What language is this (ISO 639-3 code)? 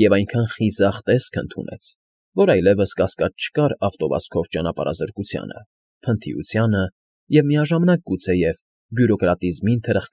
hye